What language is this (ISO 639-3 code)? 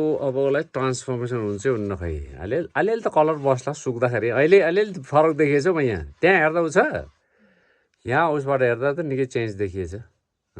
nep